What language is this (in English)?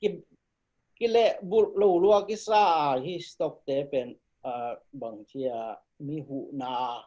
Tedim Chin